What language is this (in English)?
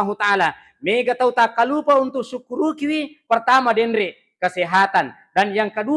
Buginese